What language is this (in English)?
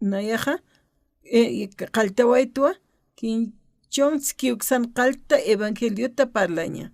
Aymara